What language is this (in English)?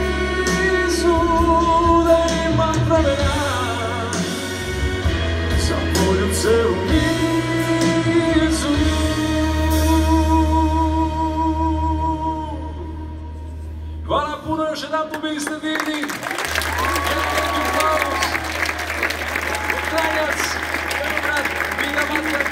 Serbian